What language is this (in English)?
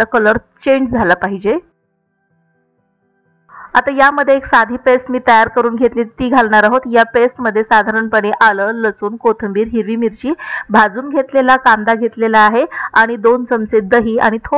Marathi